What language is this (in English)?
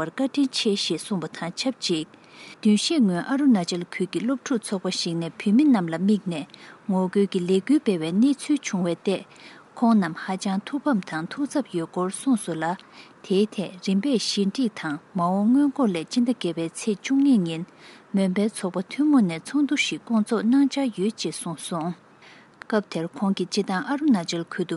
Tibetan